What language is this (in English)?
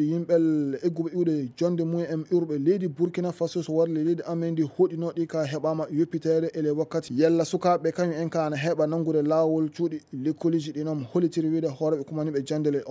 Fula